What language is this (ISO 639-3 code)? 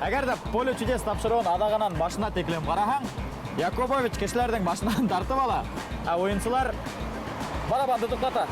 bak